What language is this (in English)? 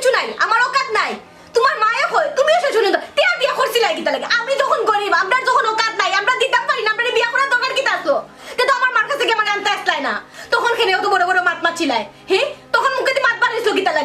Sylheti